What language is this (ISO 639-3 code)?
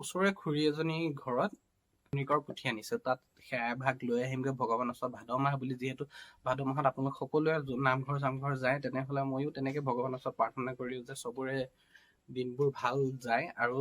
asm